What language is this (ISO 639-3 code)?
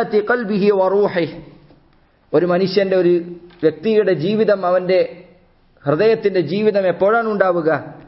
mal